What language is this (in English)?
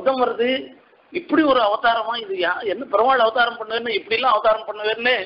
Tamil